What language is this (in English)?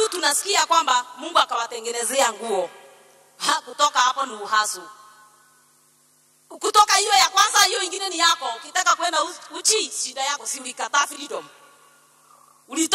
Swahili